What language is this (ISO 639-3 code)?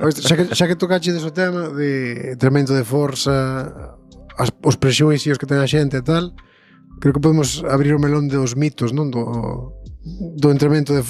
glg